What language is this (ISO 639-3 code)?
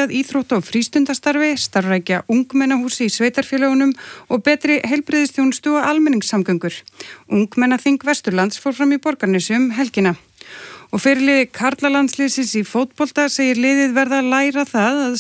isl